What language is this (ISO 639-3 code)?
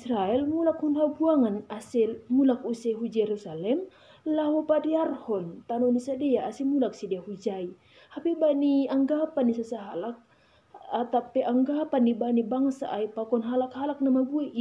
bts